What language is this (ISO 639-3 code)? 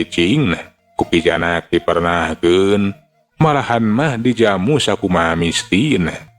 sun